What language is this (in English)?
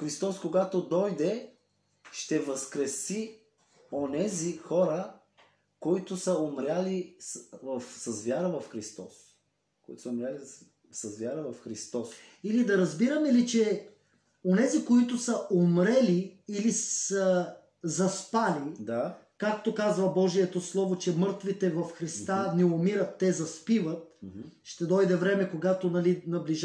Bulgarian